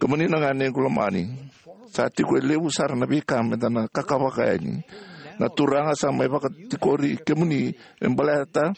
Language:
Fijian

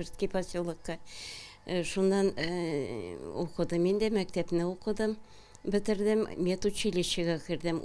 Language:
Tatar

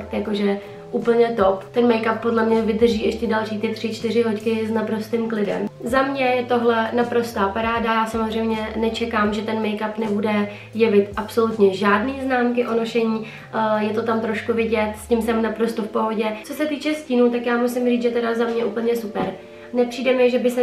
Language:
Czech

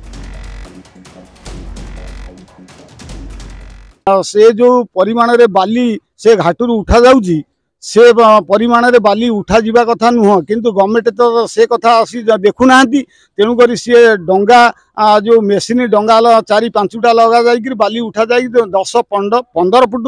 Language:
Odia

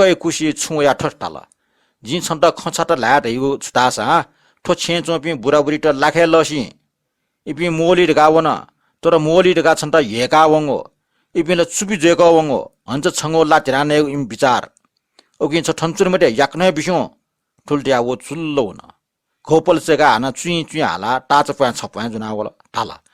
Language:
Newari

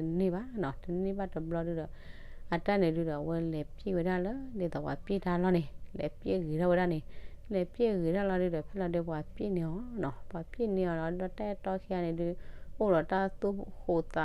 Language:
S'gaw Karen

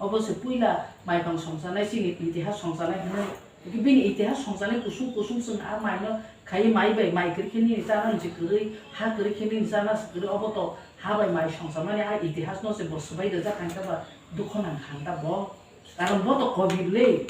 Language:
Kok Borok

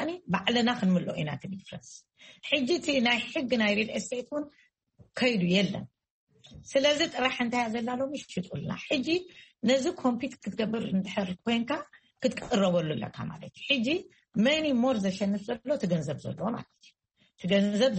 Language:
Tigrinya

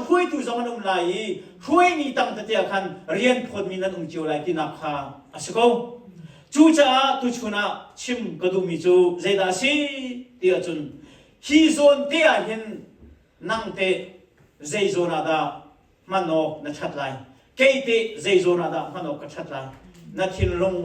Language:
Hakha Chin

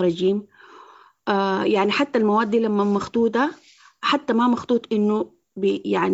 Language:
Sudanese Arabic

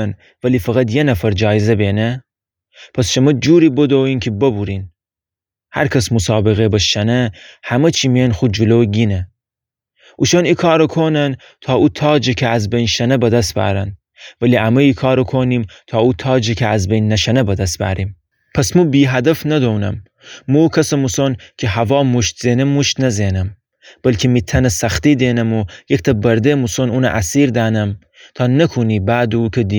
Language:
Gilaki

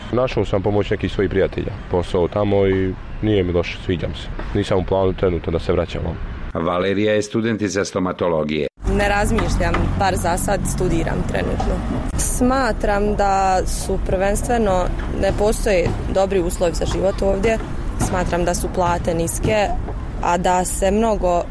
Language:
Bosnian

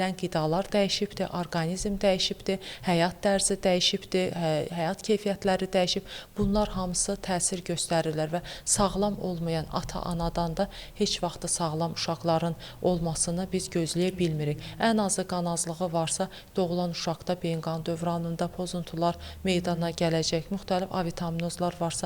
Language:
Azerbaijani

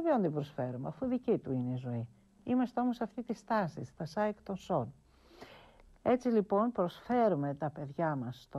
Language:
Greek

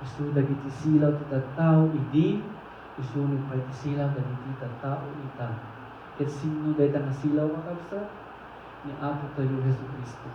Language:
Iloko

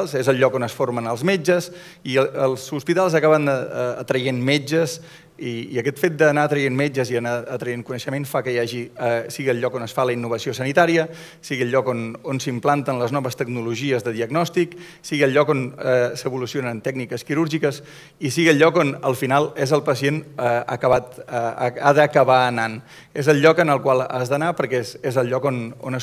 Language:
Catalan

